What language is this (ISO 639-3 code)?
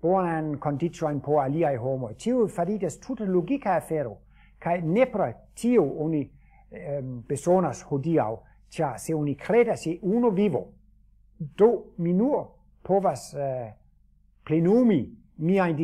epo